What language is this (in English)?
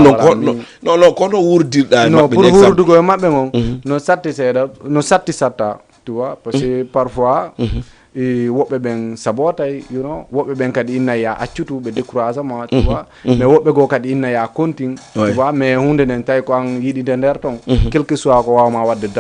Fula